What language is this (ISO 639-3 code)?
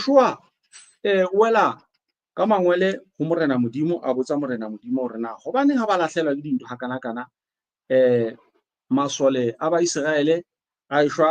sot